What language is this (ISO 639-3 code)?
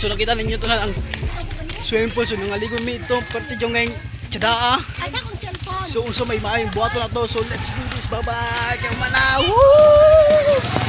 ceb